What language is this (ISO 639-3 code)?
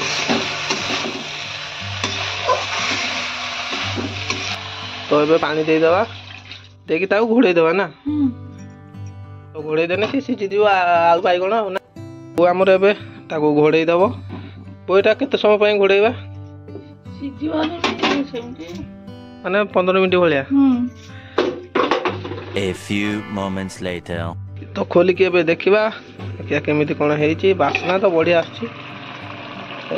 ori